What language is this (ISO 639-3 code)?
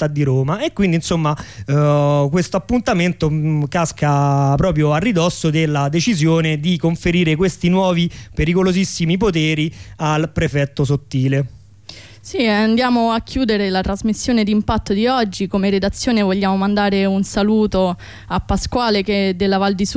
ita